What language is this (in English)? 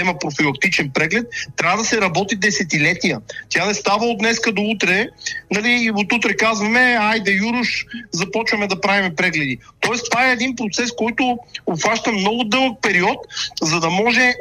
Bulgarian